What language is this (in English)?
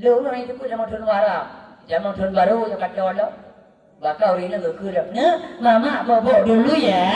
Achinese